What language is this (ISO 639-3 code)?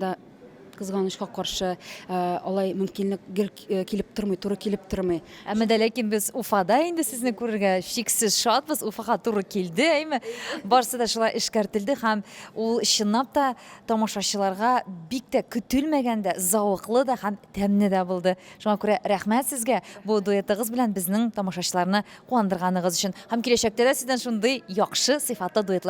tat